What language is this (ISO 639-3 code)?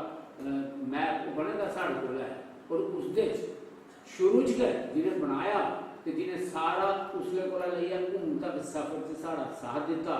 doi